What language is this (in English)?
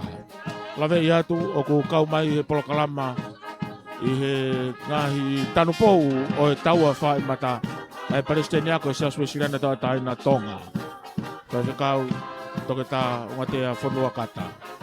Tongan